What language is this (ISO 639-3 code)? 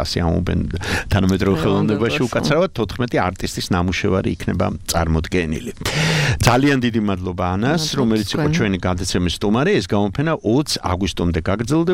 kat